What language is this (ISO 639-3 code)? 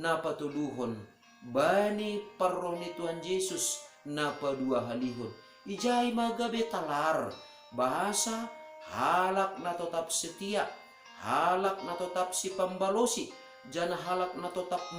bts